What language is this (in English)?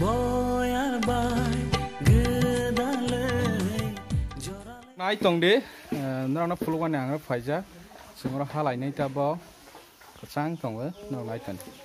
Kok Borok